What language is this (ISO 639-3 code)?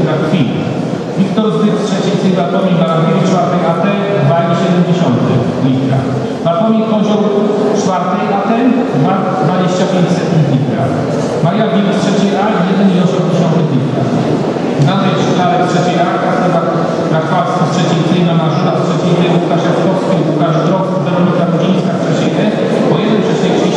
pol